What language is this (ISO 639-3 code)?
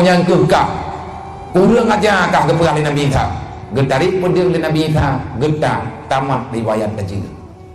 ace